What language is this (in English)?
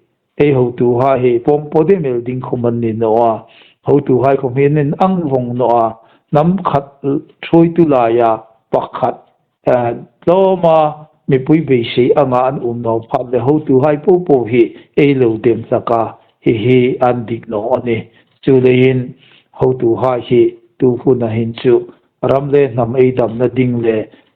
Hmar